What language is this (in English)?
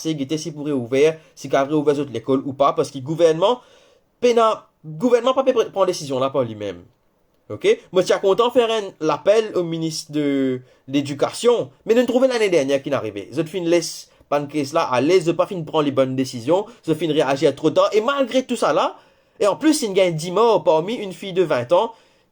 Morisyen